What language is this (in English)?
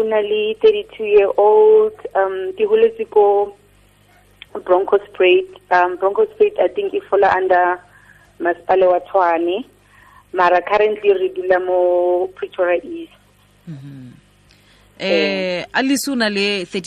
Tswana